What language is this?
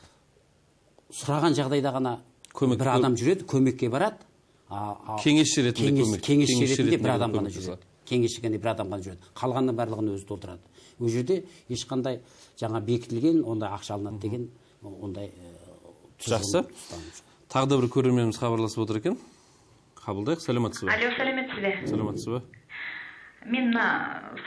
Kazakh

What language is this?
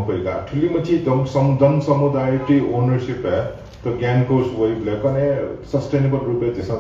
Newari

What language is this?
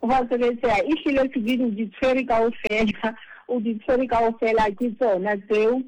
Southern Sotho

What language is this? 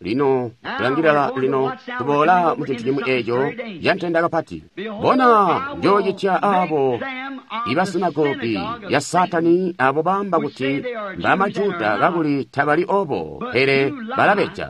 Tonga (Zambia)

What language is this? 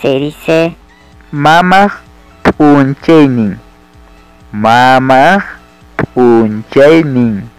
Ayacucho Quechua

